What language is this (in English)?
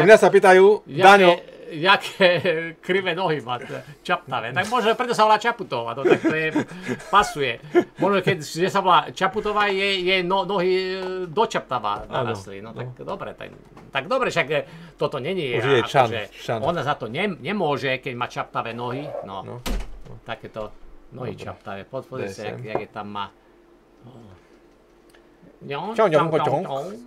Slovak